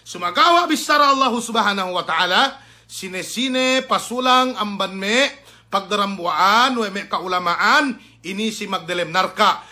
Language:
Yakan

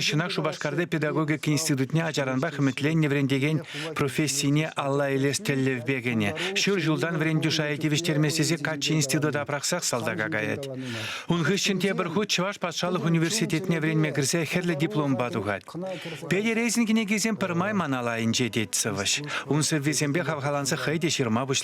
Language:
Chuvash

